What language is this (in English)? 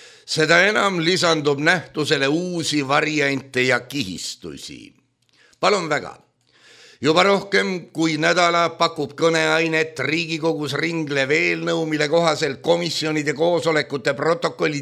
Estonian